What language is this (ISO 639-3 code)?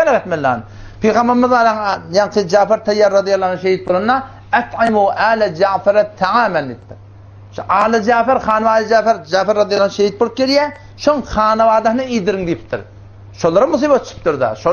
tuk